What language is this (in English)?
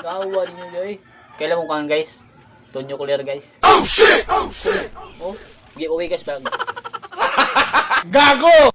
Cebuano